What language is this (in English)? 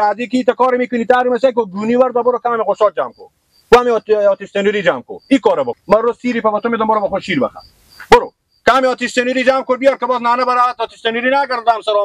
Persian